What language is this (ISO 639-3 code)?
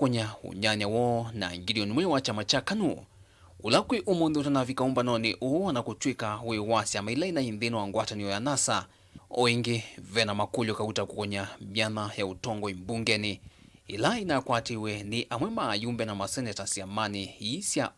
kam